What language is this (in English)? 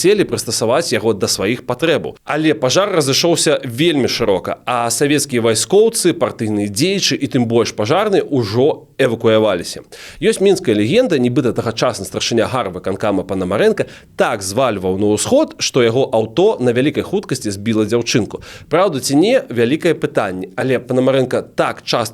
Belarusian